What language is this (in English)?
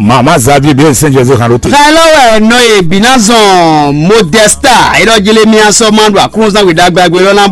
Fon